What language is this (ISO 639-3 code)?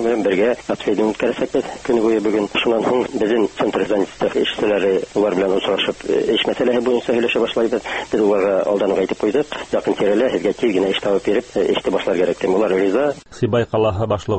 tat